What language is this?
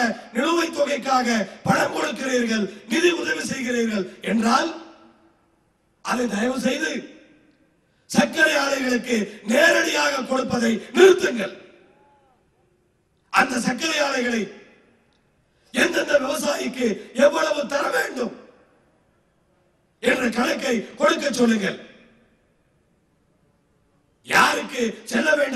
Tamil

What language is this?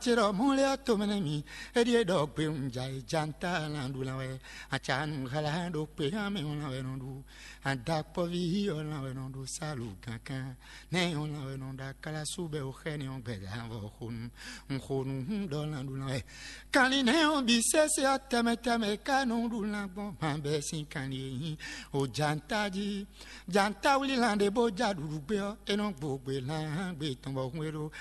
Fon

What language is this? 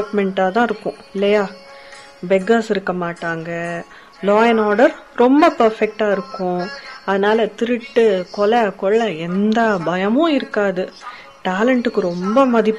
Tamil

